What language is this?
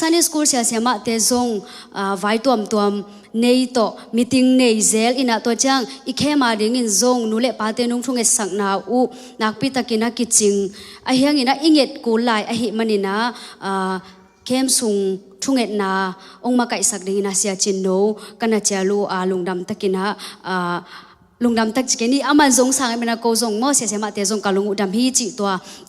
Tedim Chin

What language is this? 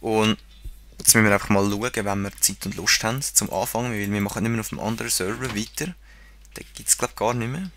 Swiss German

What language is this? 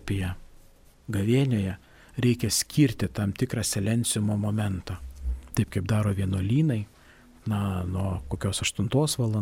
Lithuanian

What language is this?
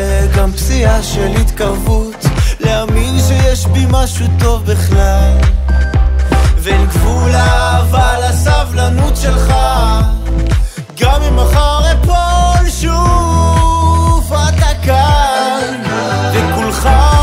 Hebrew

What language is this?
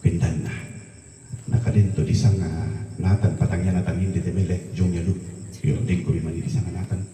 Toraja-Sa'dan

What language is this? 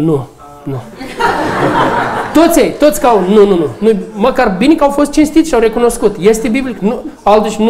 Romanian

